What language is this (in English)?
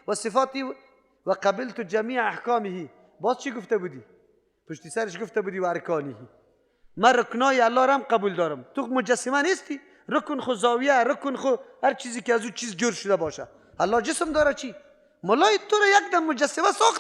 Persian